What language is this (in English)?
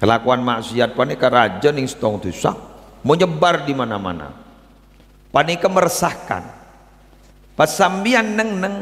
Madurese